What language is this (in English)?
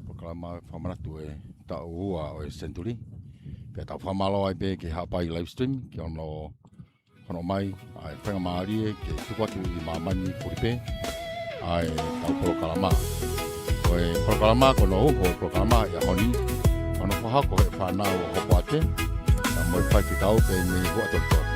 Tongan